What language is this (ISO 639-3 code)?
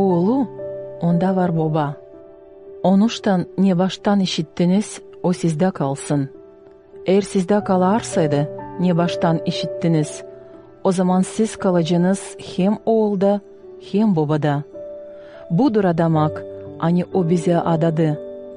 gag